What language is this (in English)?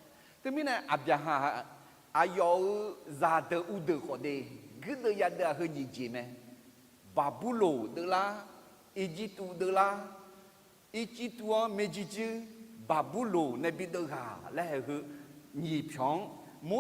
Akha